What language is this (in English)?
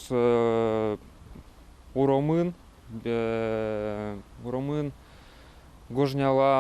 Udmurt